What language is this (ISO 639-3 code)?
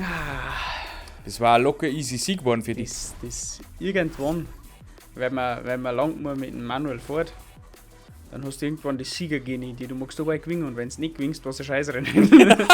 bar